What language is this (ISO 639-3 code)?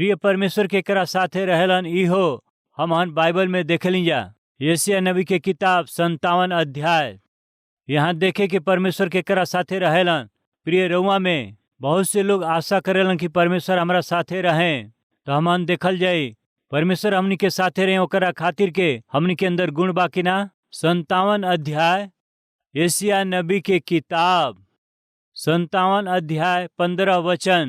bho